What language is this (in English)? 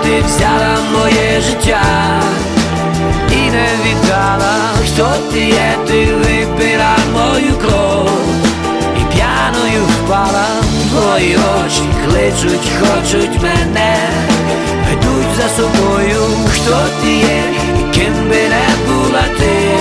Ukrainian